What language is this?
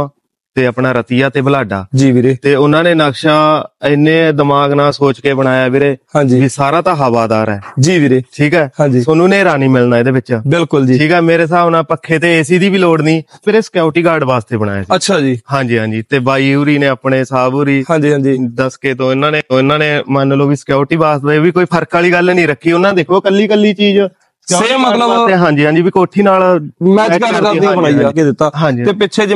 Punjabi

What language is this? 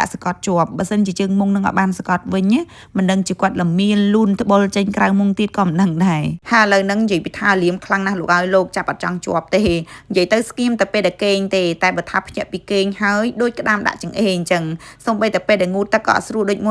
Khmer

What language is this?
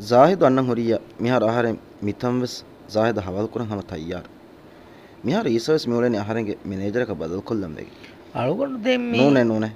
Divehi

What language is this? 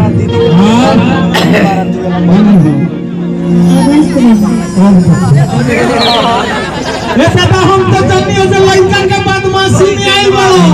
Bhojpuri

